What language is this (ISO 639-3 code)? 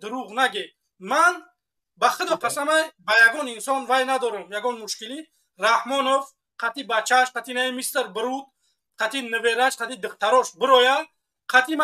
tgk